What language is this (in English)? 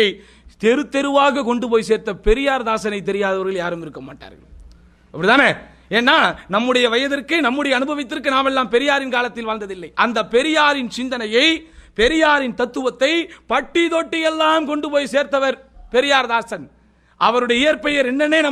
Tamil